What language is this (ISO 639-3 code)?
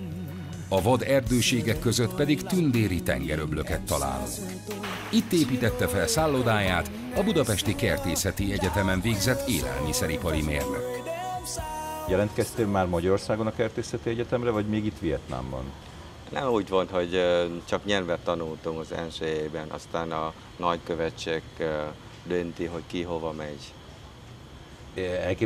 hun